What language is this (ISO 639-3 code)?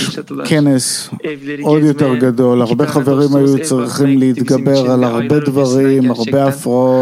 heb